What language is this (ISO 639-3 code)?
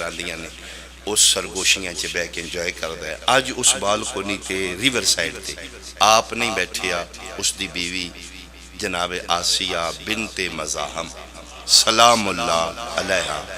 phr